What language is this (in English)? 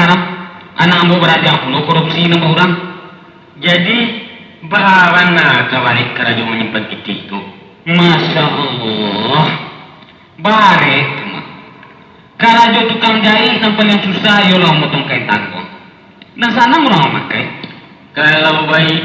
Minangkabau